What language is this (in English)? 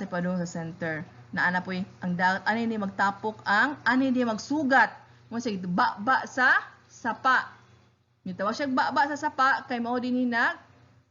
Cebuano